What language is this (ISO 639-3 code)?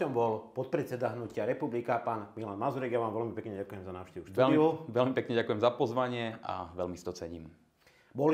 slk